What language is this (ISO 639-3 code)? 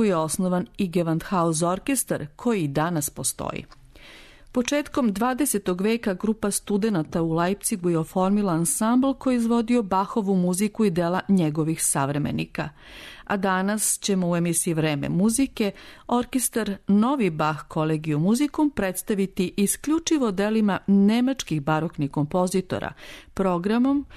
srp